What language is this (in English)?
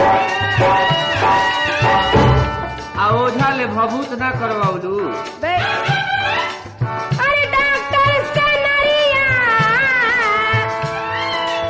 Bhojpuri